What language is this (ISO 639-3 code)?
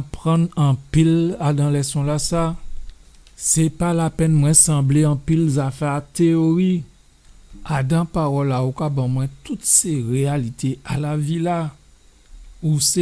gcf